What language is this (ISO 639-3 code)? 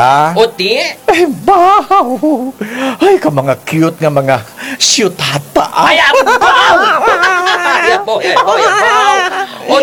hil